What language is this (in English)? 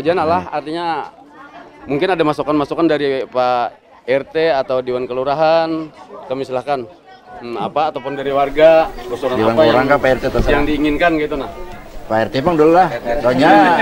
Banjar